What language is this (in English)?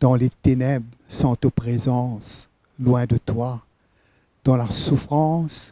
Morisyen